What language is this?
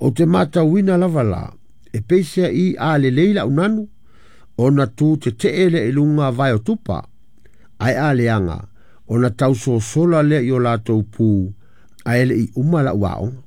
Samoan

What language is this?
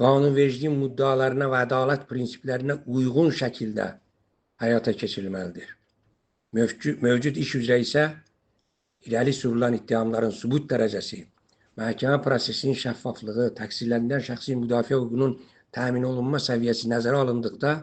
Azerbaijani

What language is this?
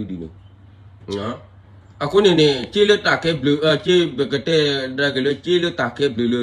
S'gaw Karen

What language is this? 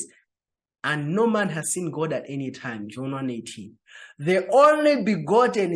English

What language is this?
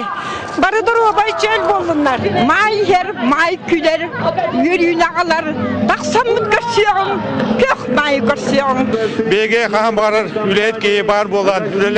Yakut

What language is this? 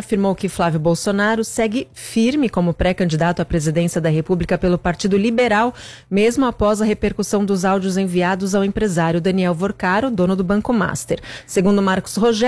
Portuguese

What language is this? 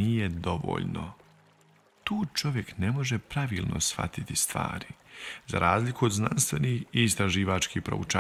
Bosnian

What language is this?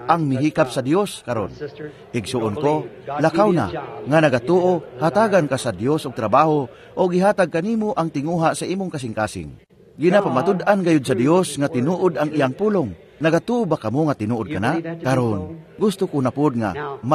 Cebuano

